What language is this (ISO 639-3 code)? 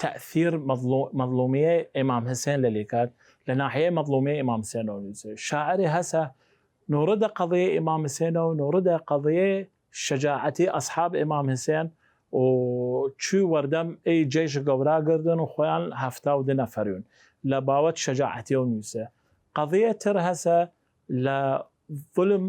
sdh